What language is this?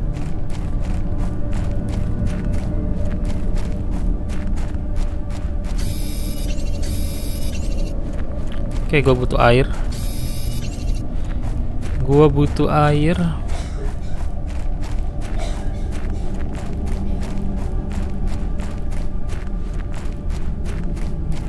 Indonesian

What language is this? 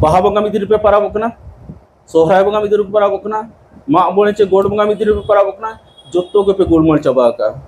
Santali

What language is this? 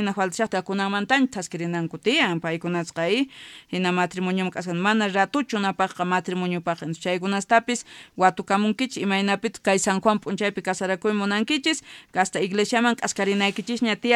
South Bolivian Quechua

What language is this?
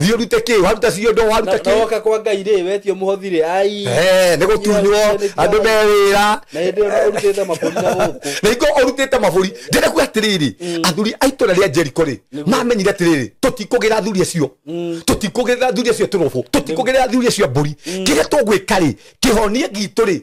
Kikuyu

